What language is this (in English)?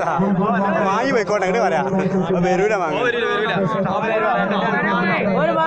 Malayalam